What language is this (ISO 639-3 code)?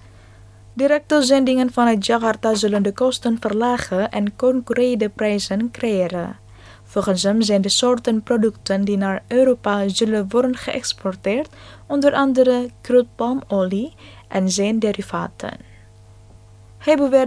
nld